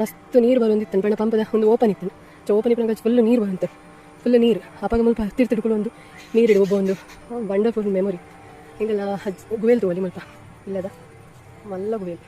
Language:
Tulu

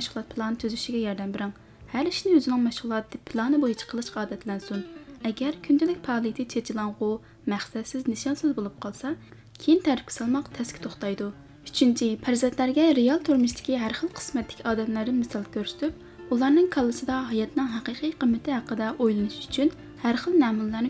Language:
Uyghur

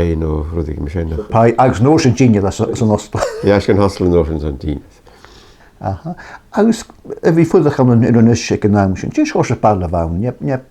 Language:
Irish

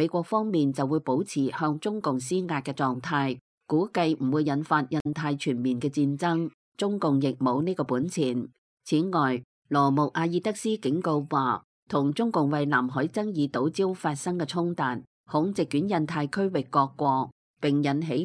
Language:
Cantonese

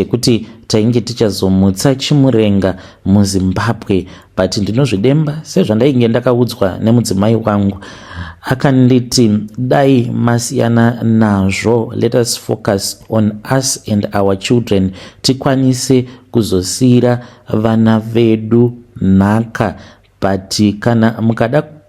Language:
Shona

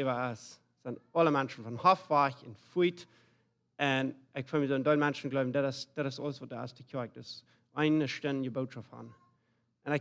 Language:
Plautdietsch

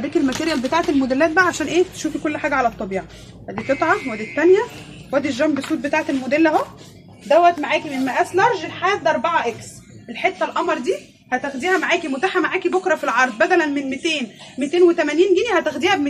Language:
Egyptian Arabic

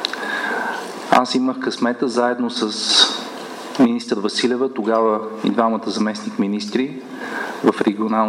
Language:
Bulgarian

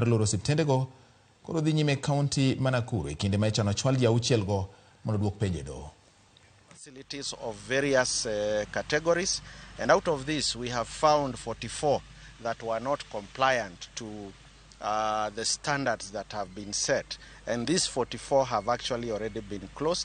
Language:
Luo (Kenya and Tanzania)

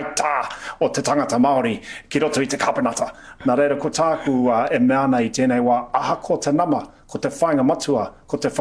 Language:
Māori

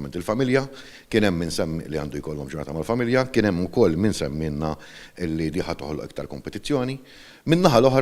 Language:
Maltese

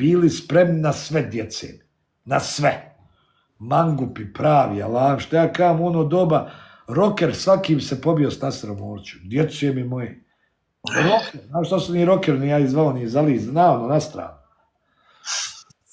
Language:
Bosnian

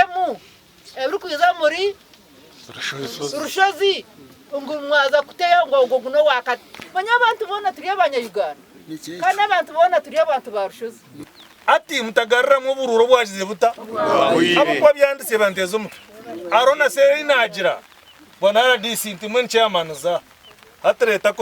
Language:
Nyankole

